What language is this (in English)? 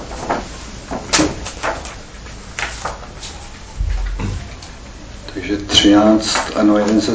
Czech